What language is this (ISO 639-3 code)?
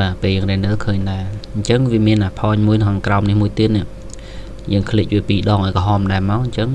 khm